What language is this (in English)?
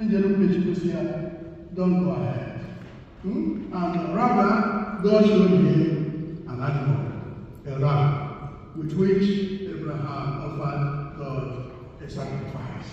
Igbo